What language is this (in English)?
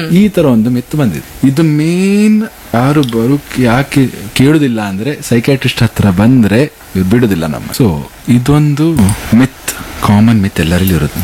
Kannada